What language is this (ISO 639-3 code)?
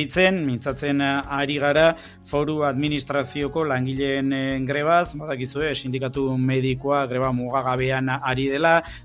eus